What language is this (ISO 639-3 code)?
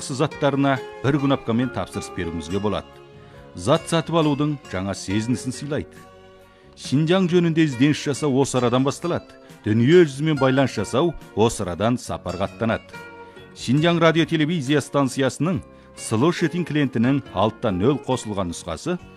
kaz